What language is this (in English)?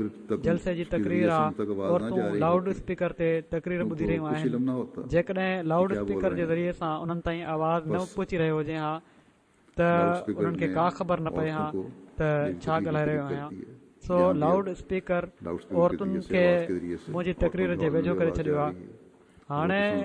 Sindhi